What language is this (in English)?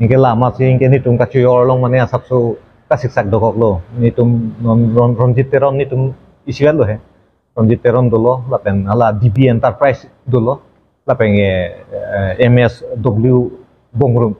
Karbi